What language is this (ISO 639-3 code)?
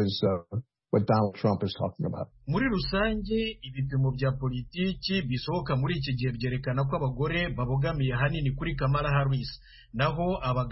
kin